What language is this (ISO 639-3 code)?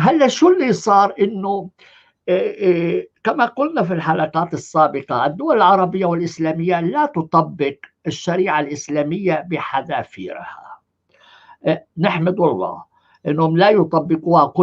apc